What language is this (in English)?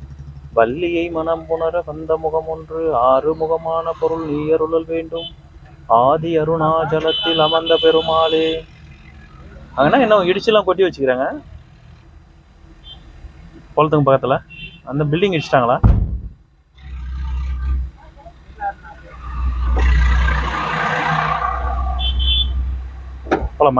Tamil